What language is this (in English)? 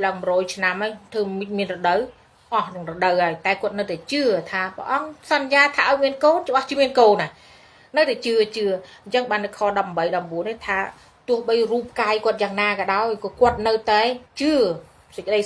Khmer